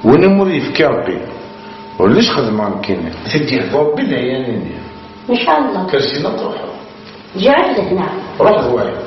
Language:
Kabyle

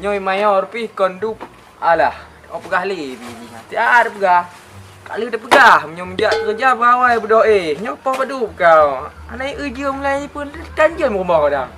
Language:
Achinese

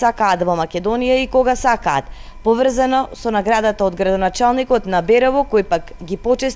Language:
Macedonian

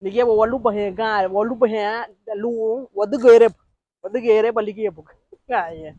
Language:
Garifuna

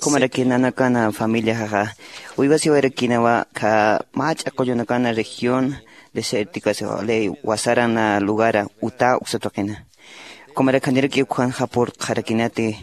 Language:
Aymara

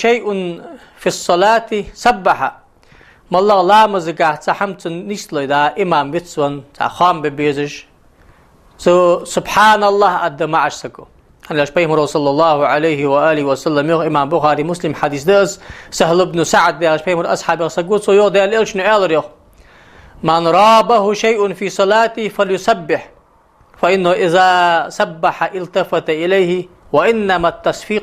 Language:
Ingush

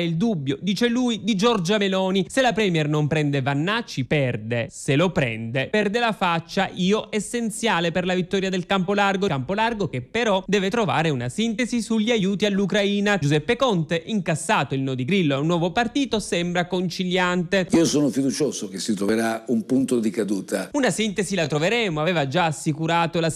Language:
Italian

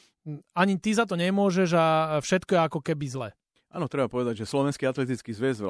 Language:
Slovak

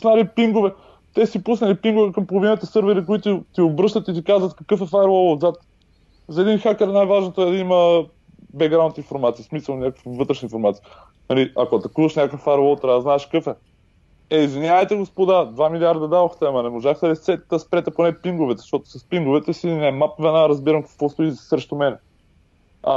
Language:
Bulgarian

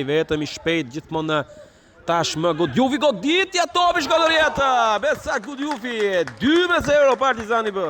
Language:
Albanian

